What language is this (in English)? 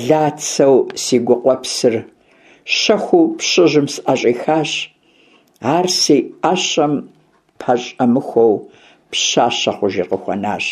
Kabardian